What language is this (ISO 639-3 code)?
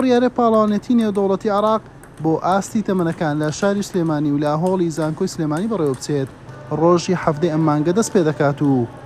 ckb